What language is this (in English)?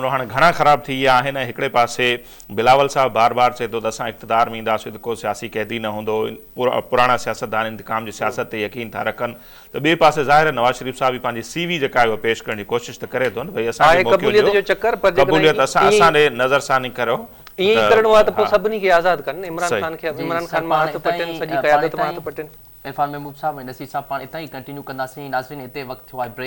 Sindhi